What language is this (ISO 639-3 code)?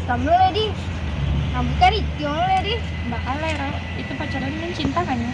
min